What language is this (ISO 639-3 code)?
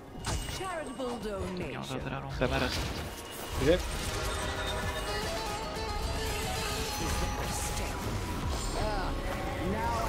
ces